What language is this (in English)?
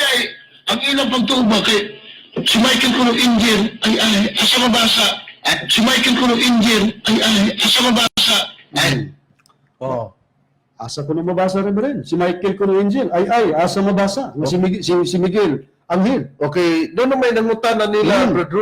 Cebuano